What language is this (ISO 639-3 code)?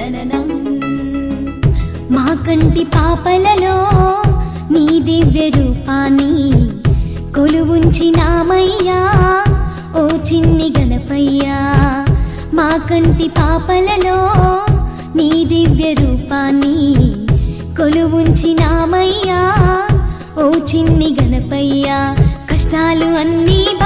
tel